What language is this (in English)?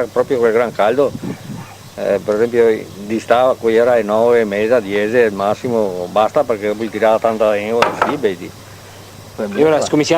Venetian